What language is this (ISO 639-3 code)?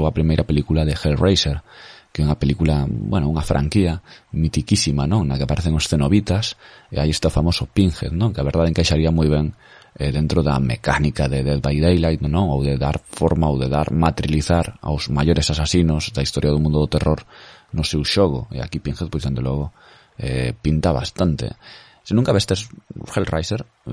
glg